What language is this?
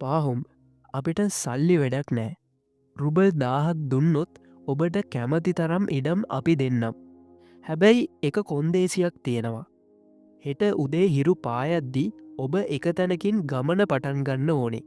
Sinhala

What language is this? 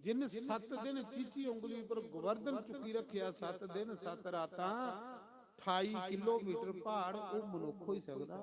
Dogri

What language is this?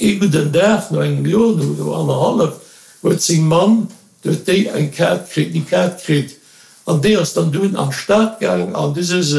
Luxembourgish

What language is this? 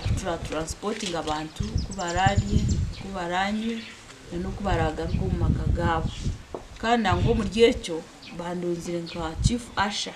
Nyankole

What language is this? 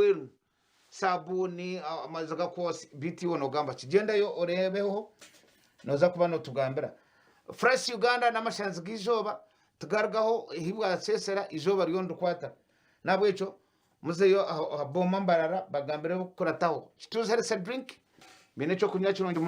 Nyankole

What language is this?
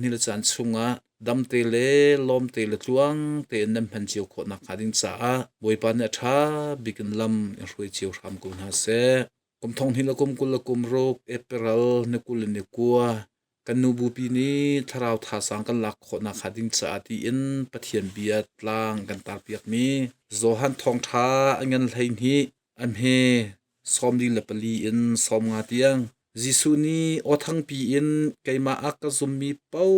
Hakha Chin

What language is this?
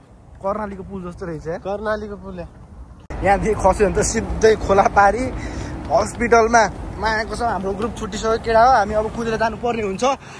Nepali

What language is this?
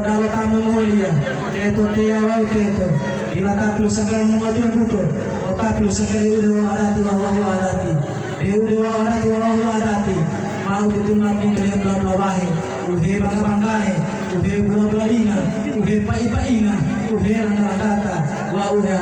Gorontalo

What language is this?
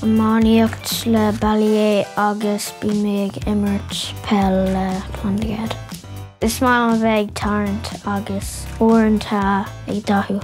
Irish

